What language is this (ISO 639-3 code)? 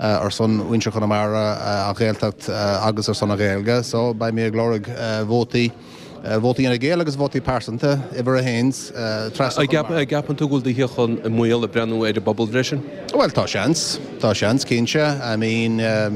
gle